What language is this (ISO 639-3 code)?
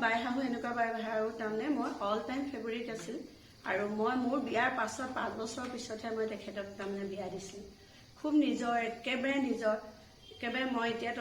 asm